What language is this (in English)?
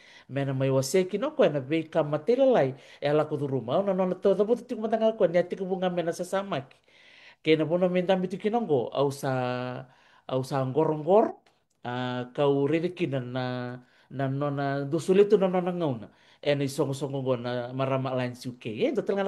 Fijian